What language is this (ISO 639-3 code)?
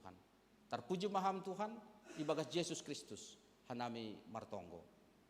bts